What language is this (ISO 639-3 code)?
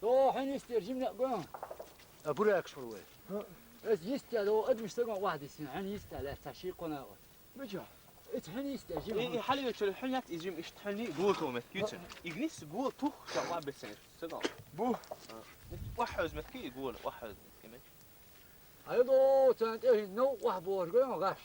che